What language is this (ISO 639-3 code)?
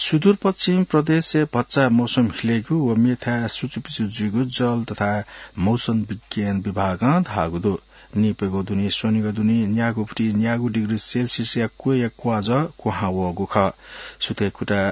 new